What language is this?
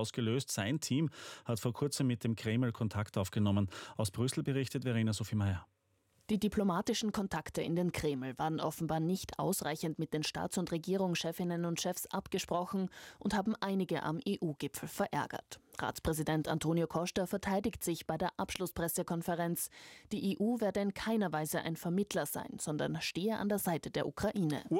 German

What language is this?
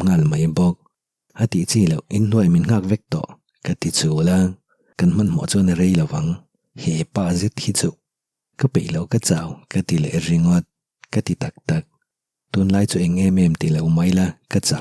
Mizo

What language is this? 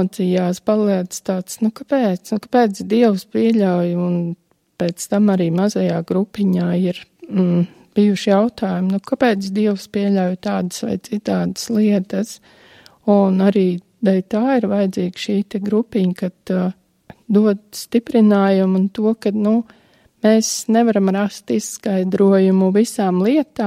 Latvian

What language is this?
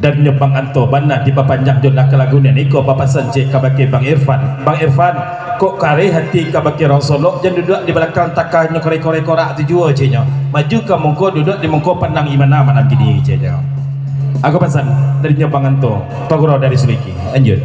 Minangkabau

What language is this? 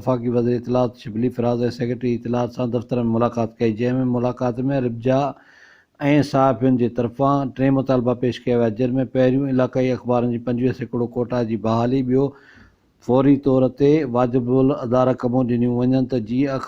Sindhi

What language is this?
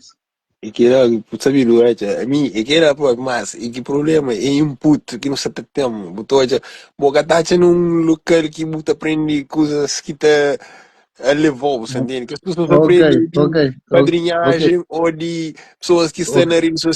Kabuverdianu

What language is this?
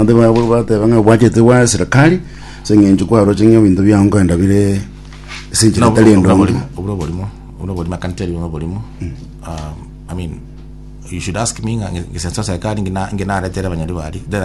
Gusii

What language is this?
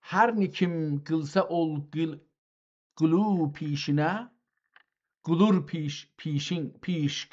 South Azerbaijani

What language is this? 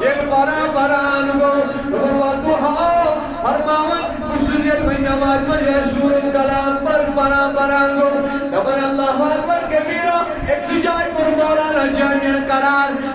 Kashmiri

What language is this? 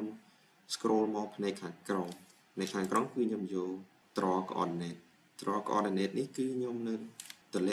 Khmer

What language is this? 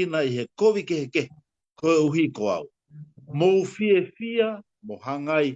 Tongan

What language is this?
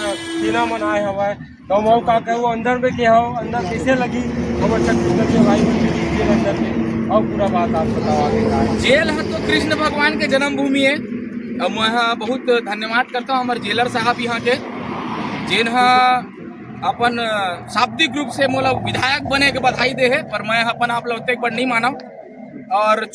Chhattisgarhi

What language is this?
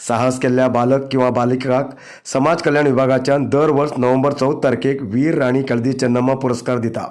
Konkani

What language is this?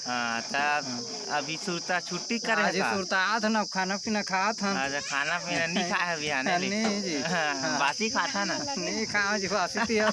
Chhattisgarhi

